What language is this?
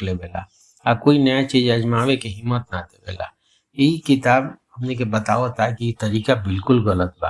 Bhojpuri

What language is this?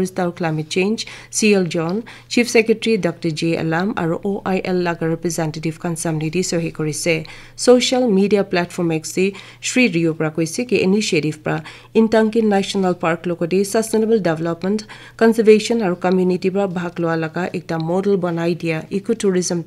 Naga Pidgin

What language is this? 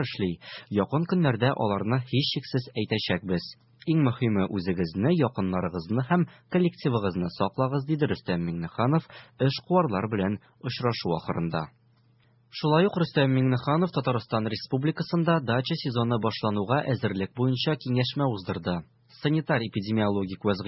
Tatar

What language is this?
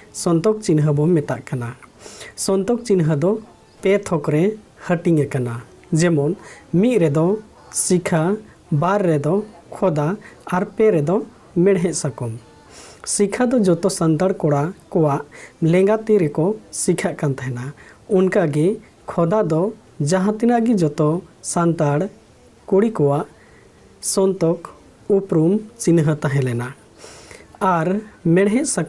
Santali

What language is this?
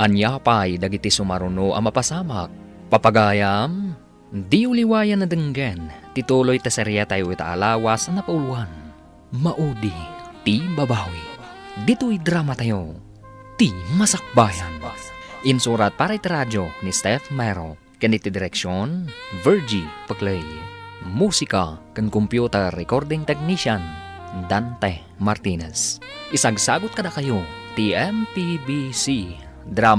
Iloko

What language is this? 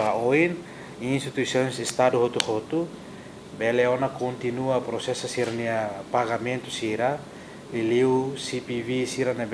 Tetum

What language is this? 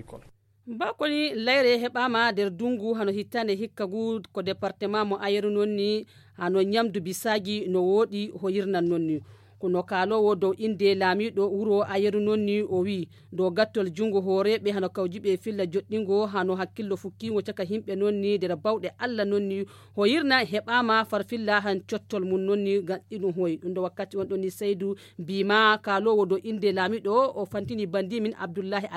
Nigerian Fulfulde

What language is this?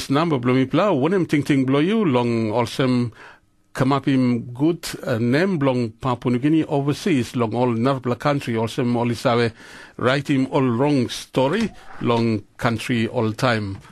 Tok Pisin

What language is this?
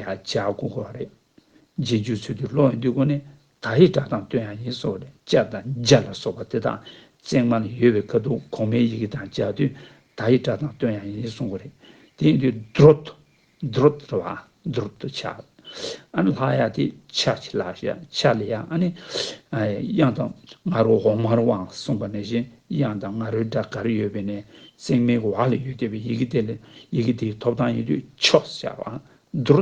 Tibetan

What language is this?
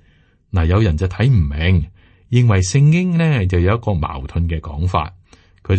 Cantonese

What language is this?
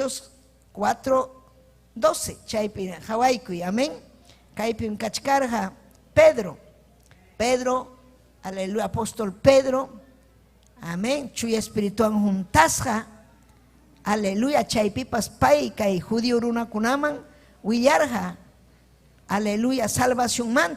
Ayacucho Quechua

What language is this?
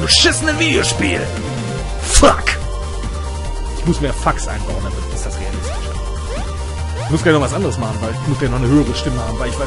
German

